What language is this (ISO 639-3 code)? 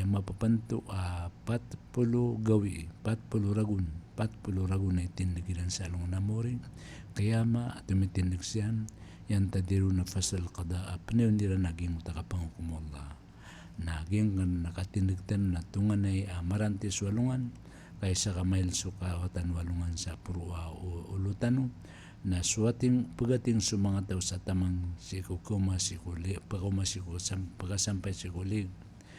mrw